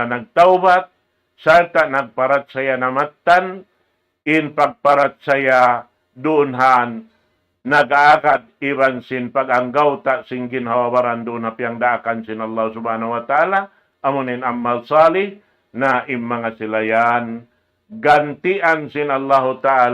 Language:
Tausug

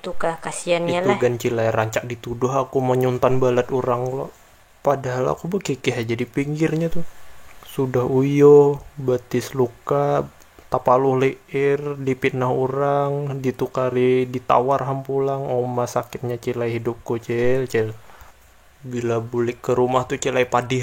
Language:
Banjar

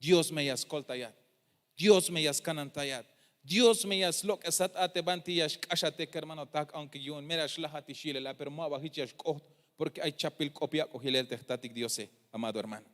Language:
Tzeltal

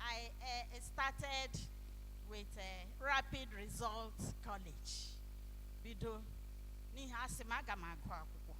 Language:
Igbo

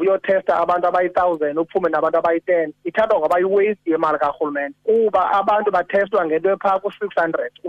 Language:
Xhosa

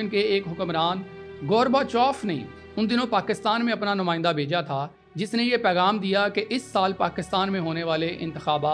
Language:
Urdu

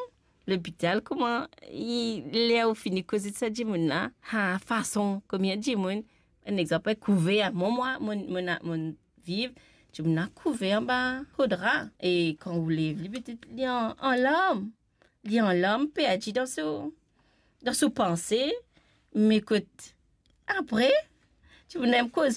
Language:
Morisyen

